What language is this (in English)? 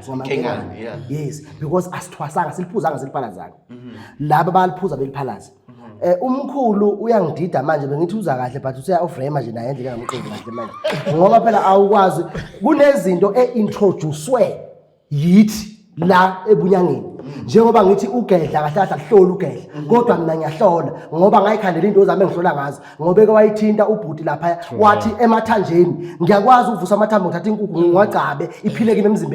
Zulu